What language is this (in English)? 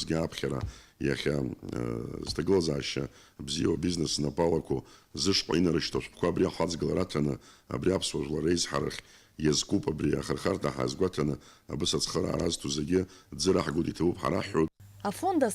Abkhazian